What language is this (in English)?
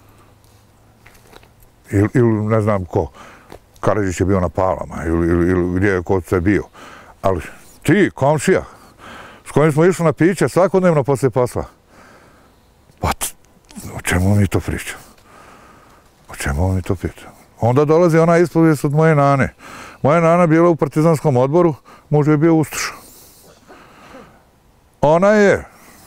Bosnian